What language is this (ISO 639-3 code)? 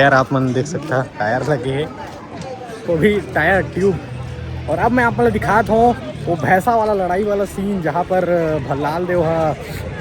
hne